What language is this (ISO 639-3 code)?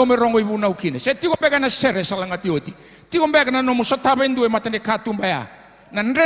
fij